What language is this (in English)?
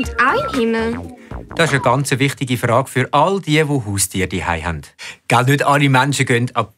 Swiss German